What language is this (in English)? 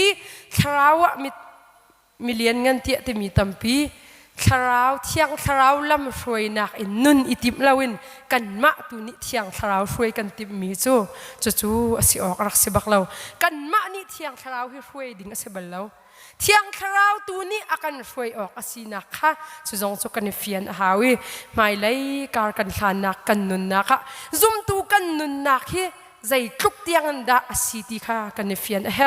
Hakha Chin